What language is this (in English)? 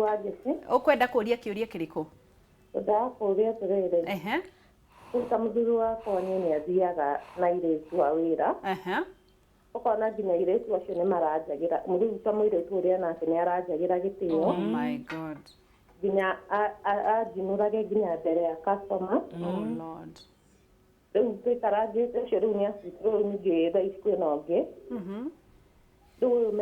Kikuyu